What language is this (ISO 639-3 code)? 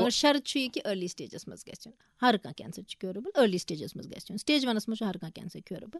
kas